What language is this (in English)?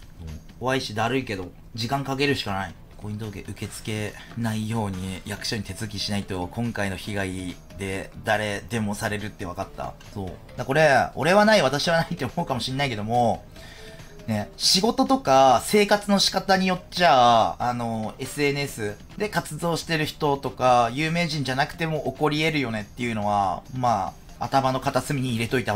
Japanese